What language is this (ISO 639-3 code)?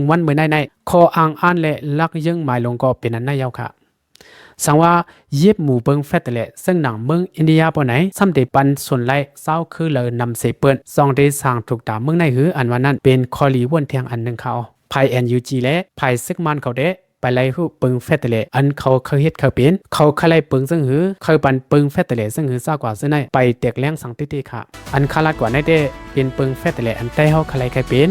shn